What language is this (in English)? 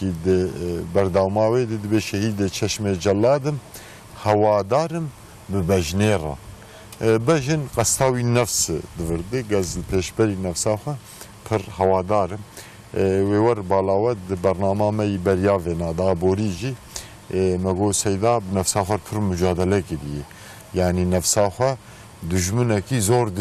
Kurdish